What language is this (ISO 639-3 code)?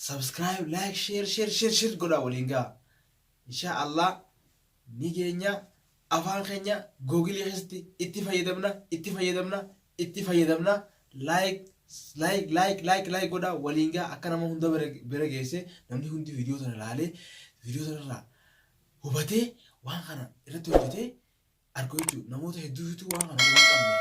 orm